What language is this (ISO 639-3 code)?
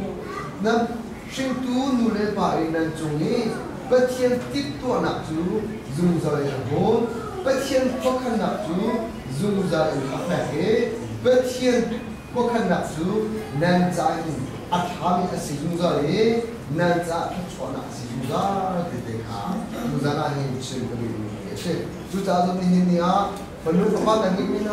cnh